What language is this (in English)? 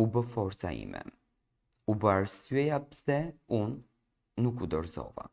Albanian